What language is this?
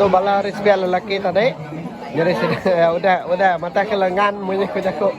Iban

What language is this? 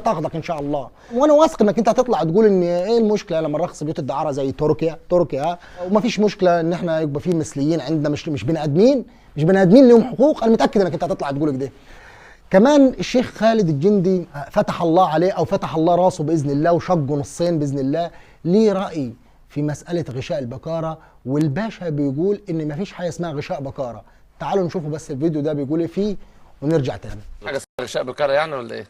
Egyptian Arabic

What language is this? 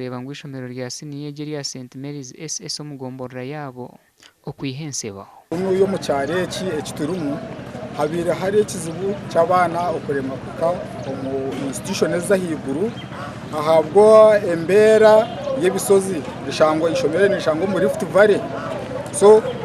Nyankole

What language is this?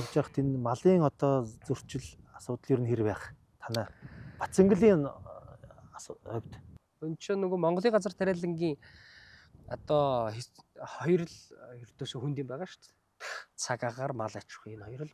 Mongolian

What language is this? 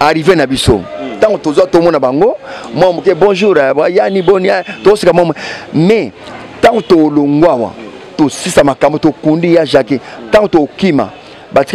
Lingala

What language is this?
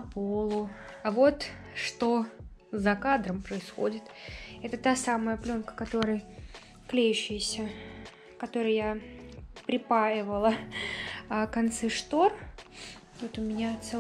Russian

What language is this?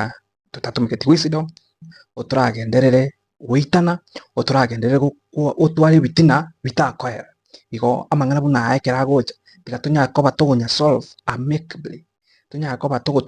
Gusii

